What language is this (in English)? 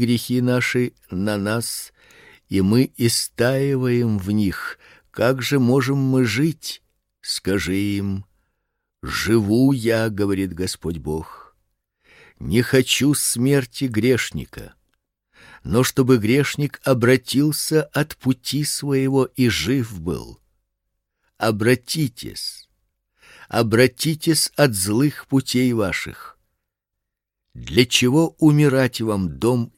Russian